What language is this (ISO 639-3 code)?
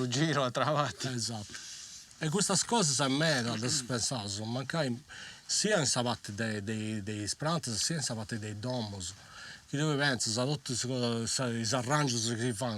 srd